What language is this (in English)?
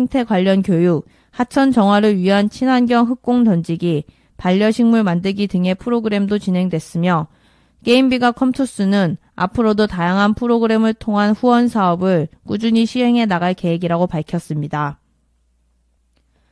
Korean